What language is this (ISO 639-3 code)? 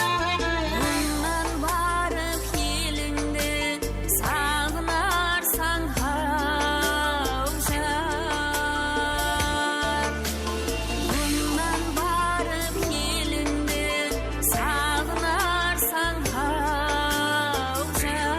kaa